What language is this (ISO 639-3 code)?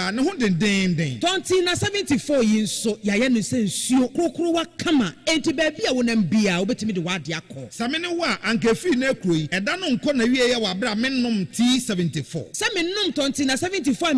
aka